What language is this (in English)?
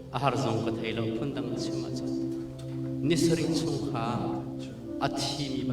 Hakha Chin